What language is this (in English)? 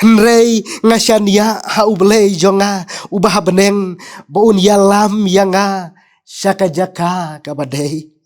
Khasi